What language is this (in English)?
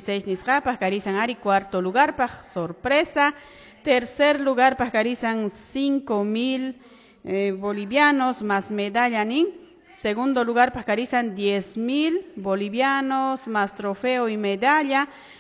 Quechua